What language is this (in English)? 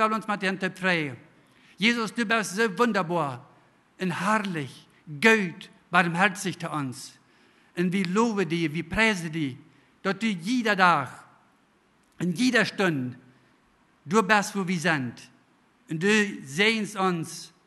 Plautdietsch